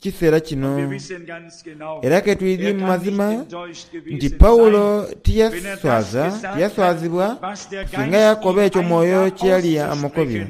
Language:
Soga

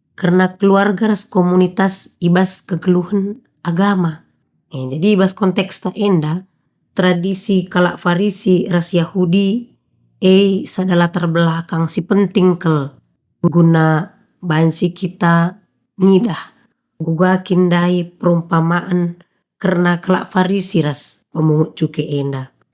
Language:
Batak Karo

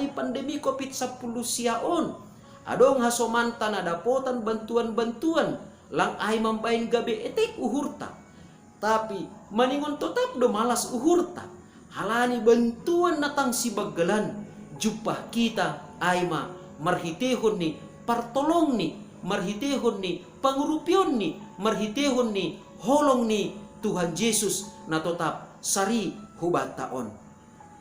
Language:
Batak Simalungun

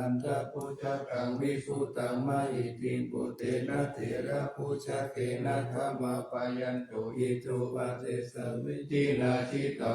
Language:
Pali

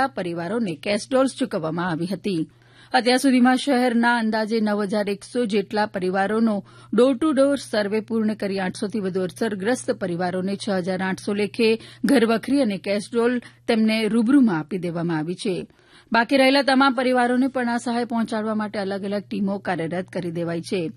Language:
Gujarati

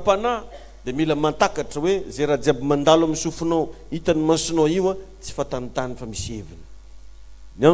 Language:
Malagasy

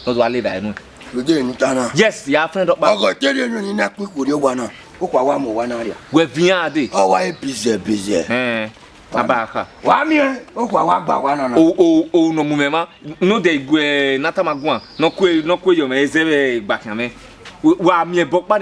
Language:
Bini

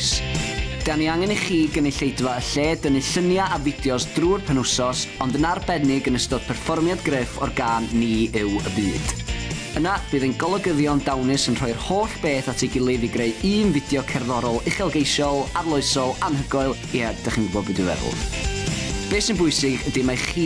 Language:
Welsh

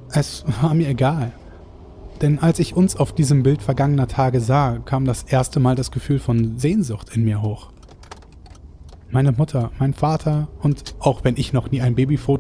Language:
German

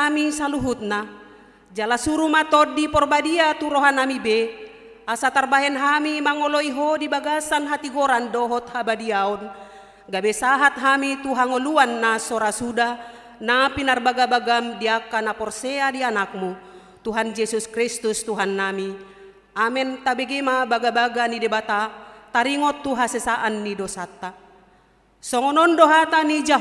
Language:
Batak Toba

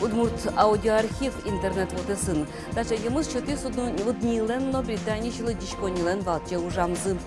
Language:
Udmurt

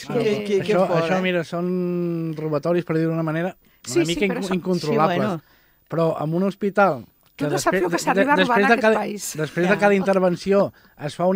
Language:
Catalan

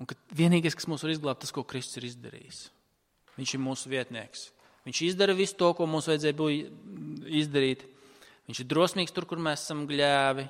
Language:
Latvian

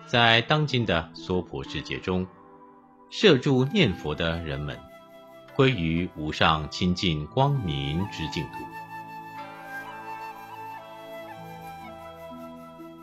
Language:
Chinese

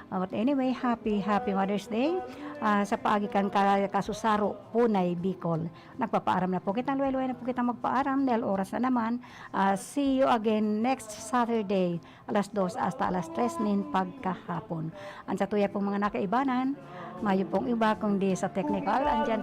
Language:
Bikol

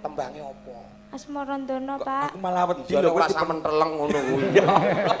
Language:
Javanese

